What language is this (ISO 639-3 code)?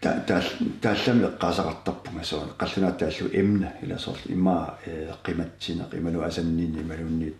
kal